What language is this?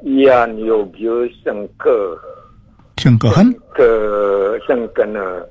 Balinese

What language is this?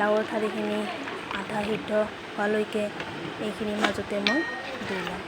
Assamese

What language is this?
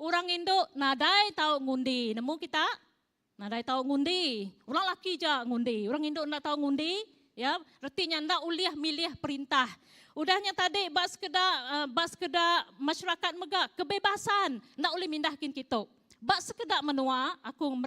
Iban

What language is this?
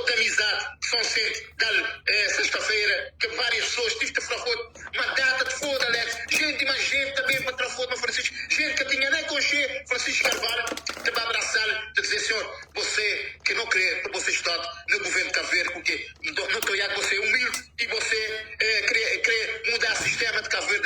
Kabuverdianu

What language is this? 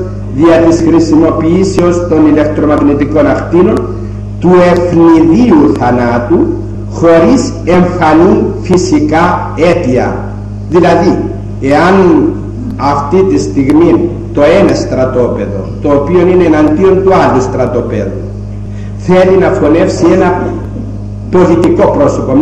Greek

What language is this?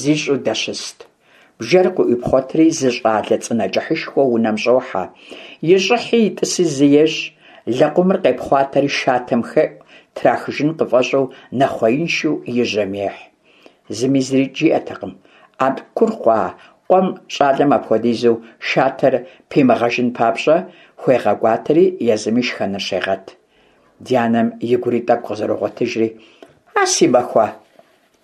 Kabardian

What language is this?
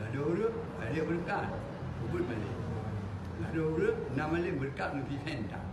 Achinese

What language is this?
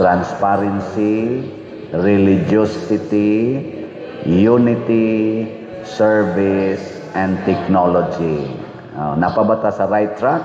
Cebuano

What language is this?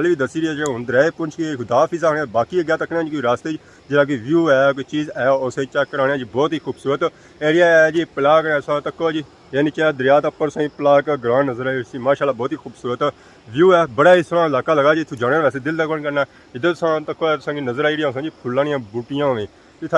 Pahari-Potwari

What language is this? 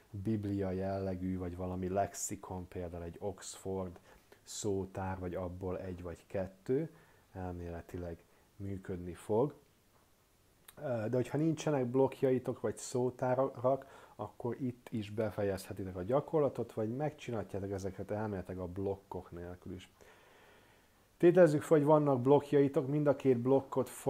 Hungarian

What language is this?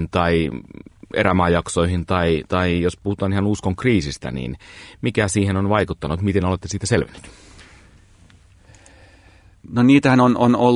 Finnish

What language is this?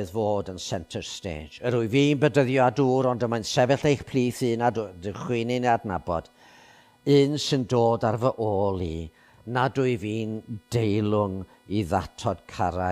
Welsh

